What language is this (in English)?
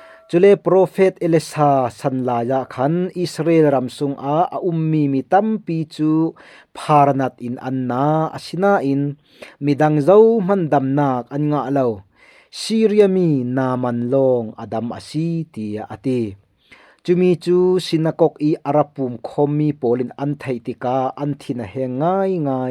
Falam Chin